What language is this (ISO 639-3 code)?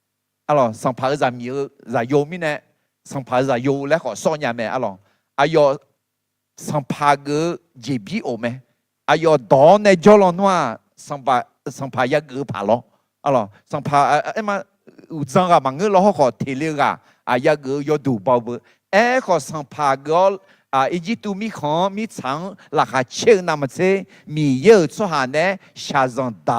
ahk